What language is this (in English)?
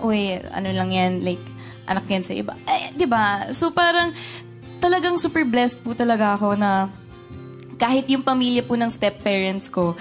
Filipino